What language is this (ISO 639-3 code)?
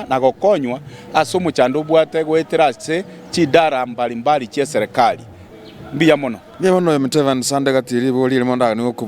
guz